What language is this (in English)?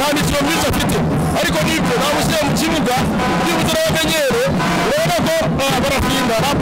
Kinyarwanda